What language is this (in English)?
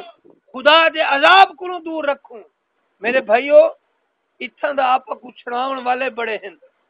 Saraiki